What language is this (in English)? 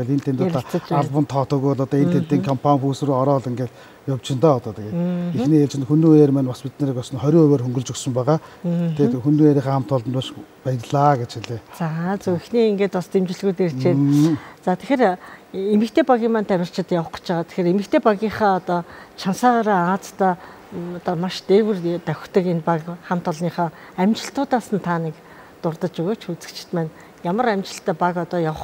Mongolian